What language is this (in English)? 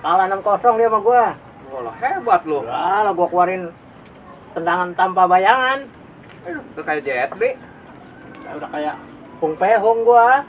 Betawi